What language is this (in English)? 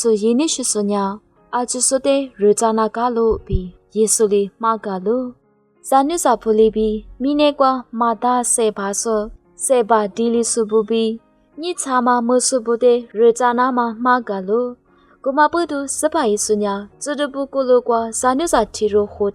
Lisu